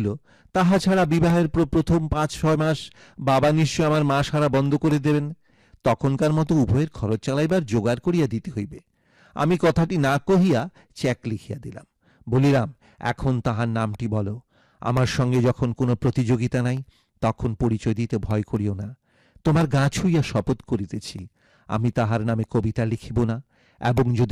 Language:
Bangla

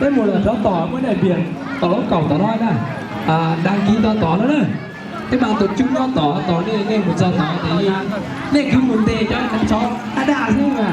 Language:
Hmong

